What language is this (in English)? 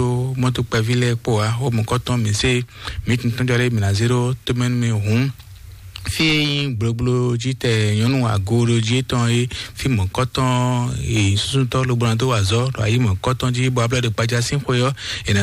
Fon